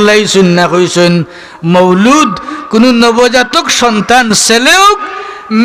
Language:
Sylheti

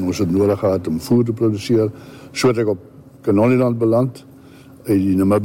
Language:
Afrikaans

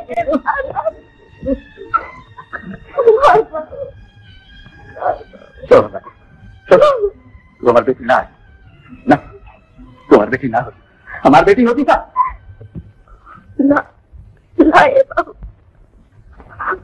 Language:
Bhojpuri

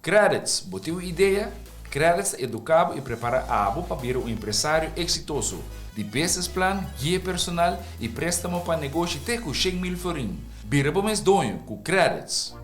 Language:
Papiamento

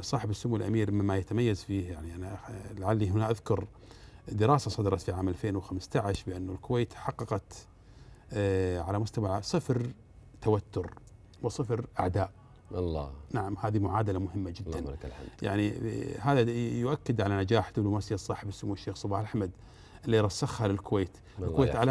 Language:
Arabic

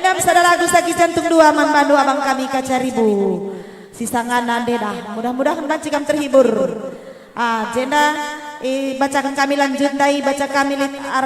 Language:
Batak Karo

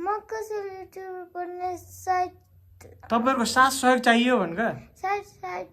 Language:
Nepali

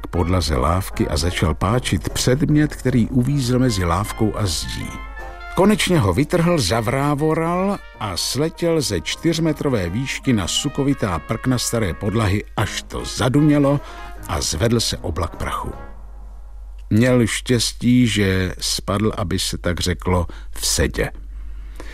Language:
Czech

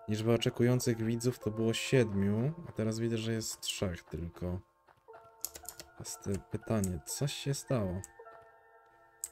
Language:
Polish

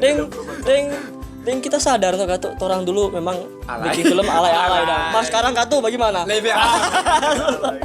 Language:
Manado Malay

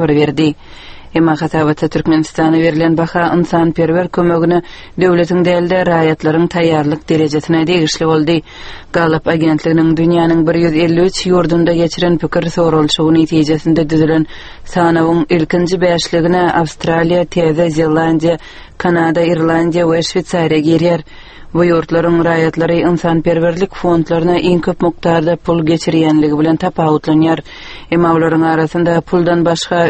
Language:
Turkmen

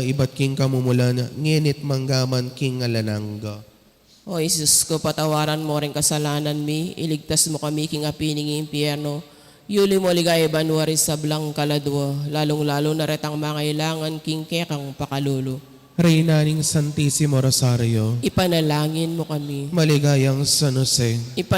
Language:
Pampanga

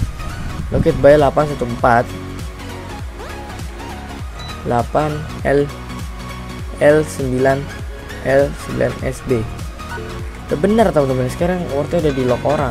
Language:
Indonesian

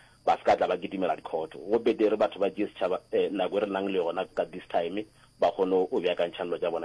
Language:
Northern Sotho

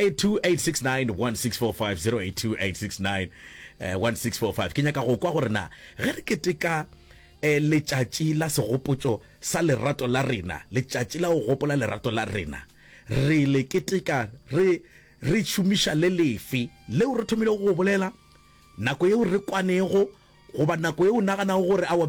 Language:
Northern Sotho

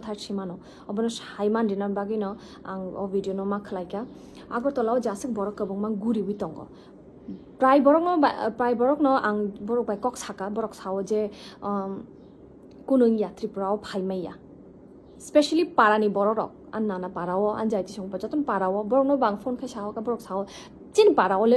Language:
Kok Borok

